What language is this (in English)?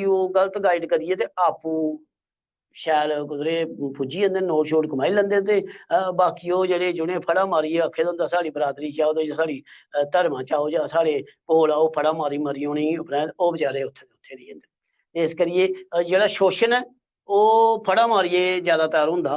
Dogri